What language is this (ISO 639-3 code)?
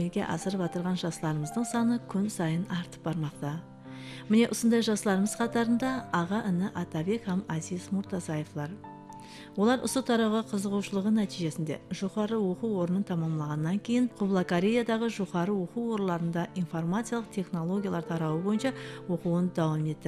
kaa